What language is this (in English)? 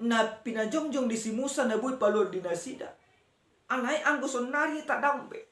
Batak Toba